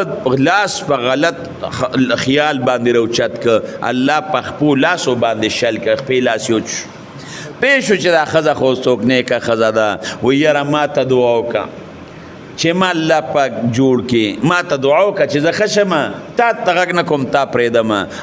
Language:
Pashto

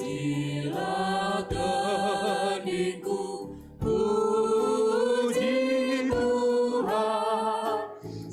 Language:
Batak Karo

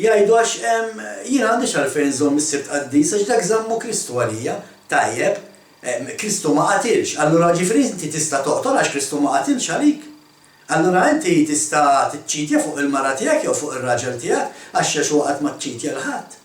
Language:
Maltese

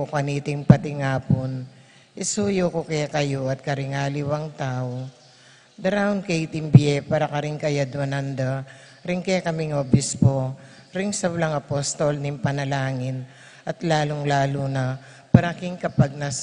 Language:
Pampanga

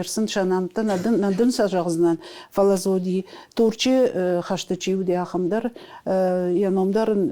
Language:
Ossetic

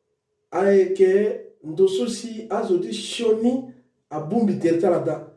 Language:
Sango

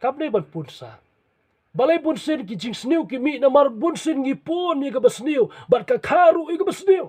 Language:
Khasi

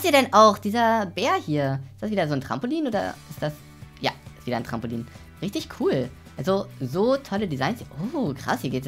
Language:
German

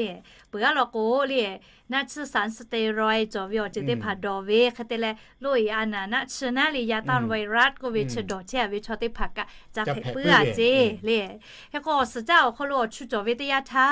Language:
Lahu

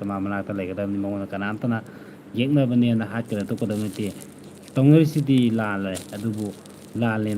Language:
Manipuri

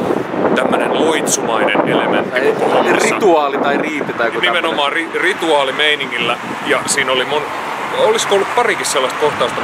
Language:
Finnish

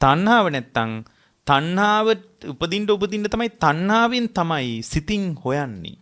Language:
Sinhala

